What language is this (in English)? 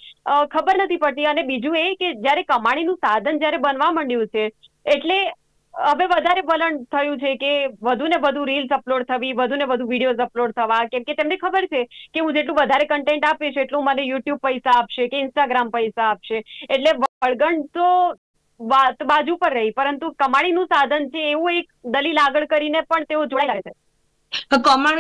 Gujarati